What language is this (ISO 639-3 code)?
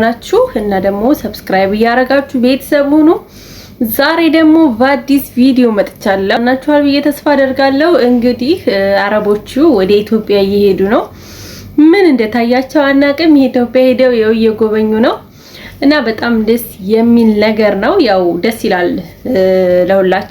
amh